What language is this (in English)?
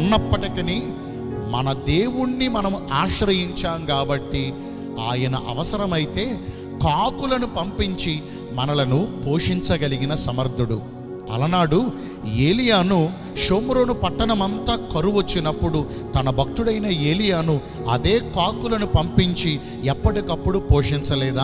Telugu